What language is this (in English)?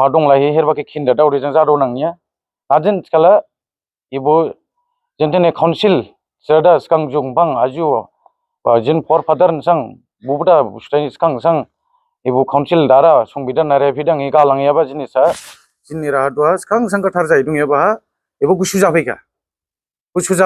Dimasa